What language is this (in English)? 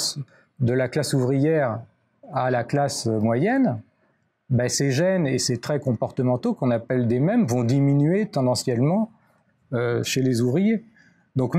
French